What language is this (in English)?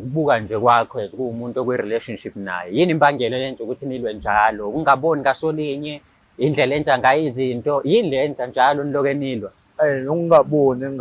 Zulu